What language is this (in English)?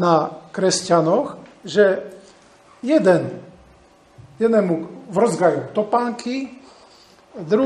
Slovak